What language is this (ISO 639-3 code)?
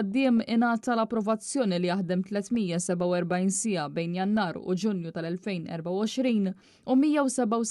mlt